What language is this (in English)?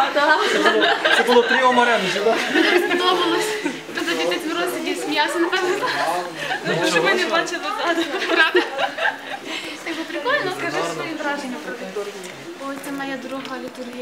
Ukrainian